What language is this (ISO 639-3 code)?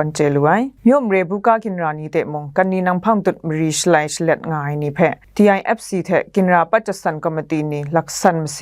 kac